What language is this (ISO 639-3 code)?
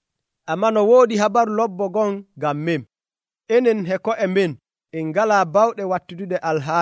fuv